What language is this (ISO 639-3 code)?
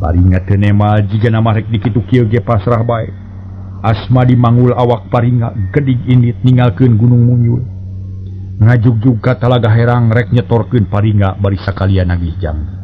sun